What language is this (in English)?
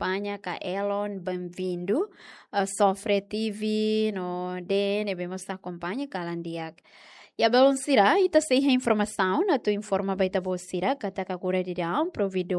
Tetum